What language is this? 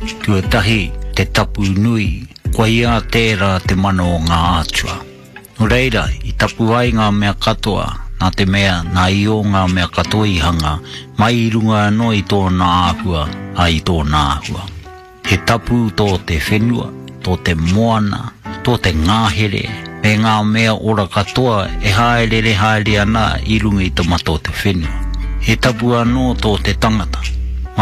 Māori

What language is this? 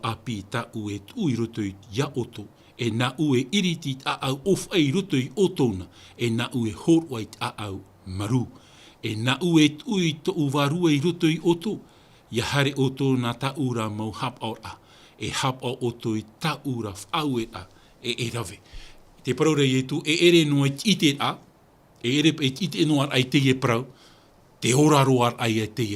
Tahitian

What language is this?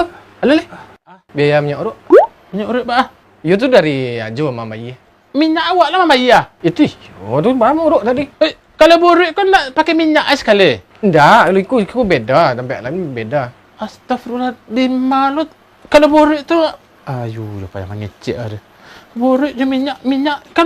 Minangkabau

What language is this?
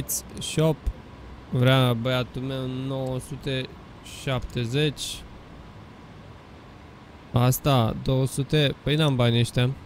Romanian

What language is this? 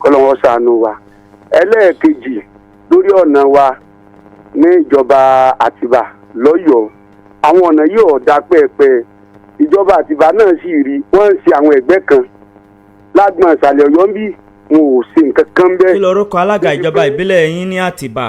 Yoruba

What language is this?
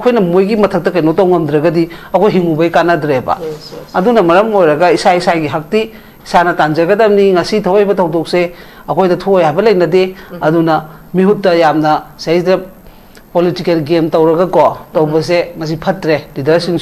Manipuri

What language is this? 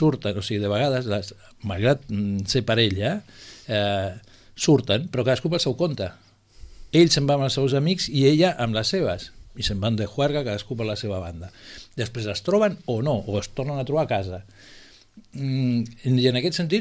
Catalan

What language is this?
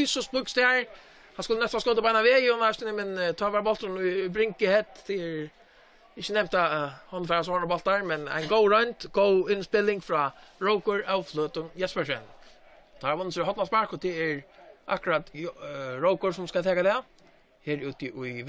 Faroese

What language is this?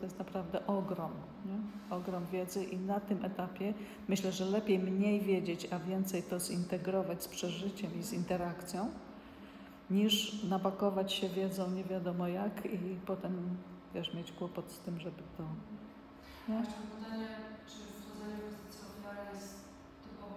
Polish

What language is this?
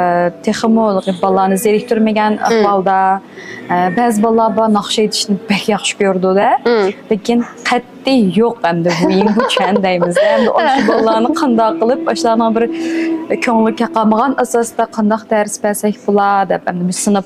Uyghur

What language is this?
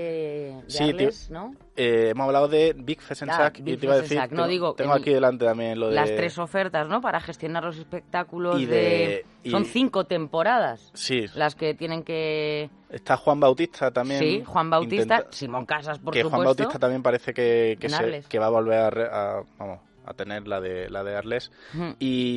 Spanish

